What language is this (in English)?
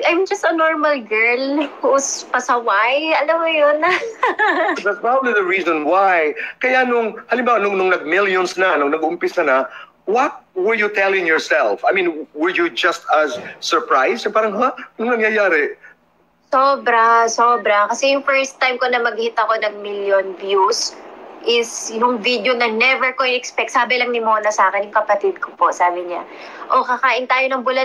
Filipino